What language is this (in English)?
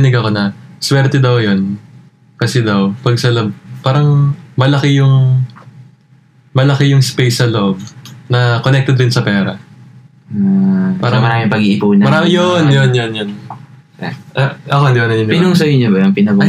Filipino